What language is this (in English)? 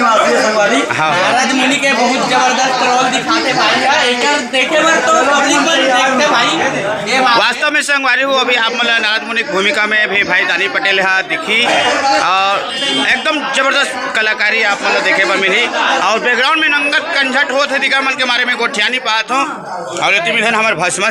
Chhattisgarhi